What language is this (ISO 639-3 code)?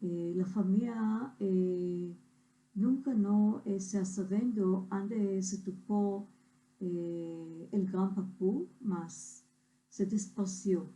lad